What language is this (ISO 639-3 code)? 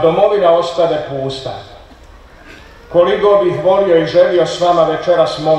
hrv